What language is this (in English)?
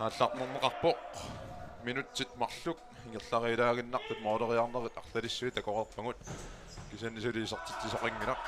Kalaallisut